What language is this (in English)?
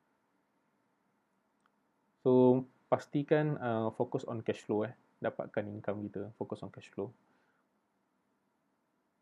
Malay